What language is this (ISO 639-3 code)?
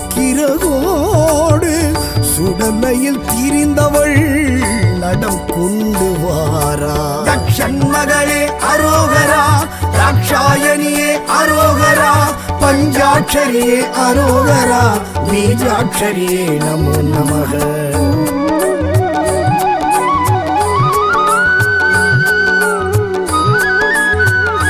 tam